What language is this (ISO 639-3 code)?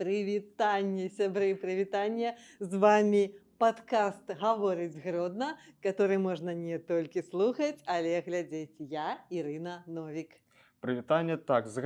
bel